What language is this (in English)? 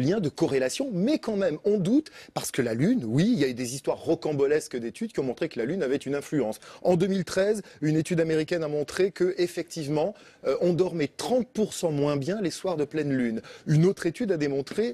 French